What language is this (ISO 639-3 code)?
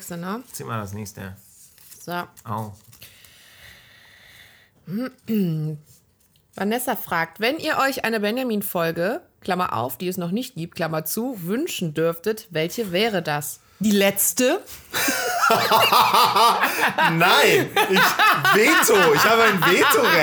deu